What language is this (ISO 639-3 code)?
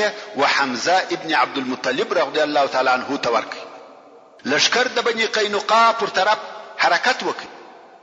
pus